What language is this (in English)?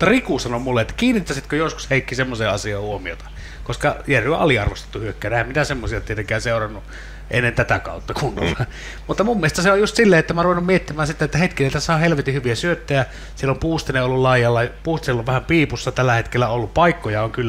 Finnish